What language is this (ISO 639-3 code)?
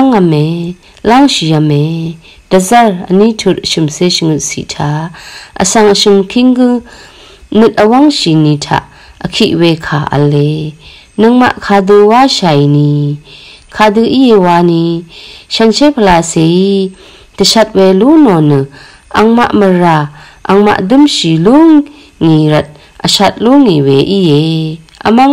raw